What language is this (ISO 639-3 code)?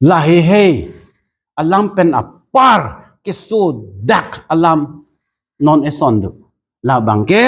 mjw